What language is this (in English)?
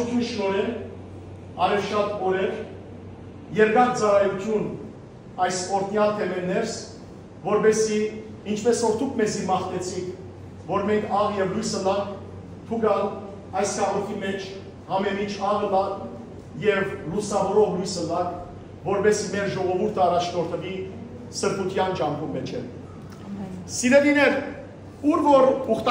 Western Armenian